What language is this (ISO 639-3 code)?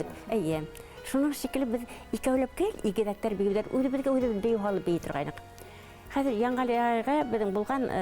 bak